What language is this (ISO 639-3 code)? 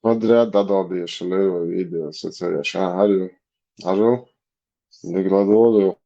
che